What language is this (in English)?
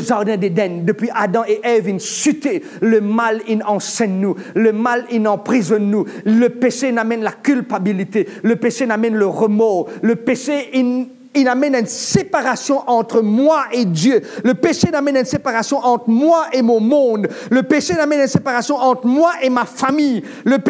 Morisyen